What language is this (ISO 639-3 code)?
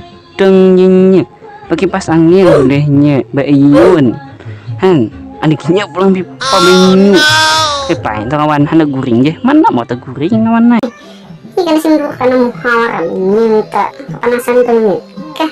bjn